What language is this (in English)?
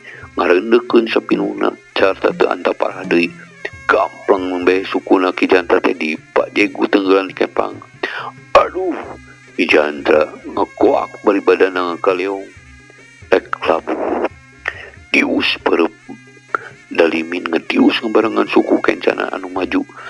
Sundanese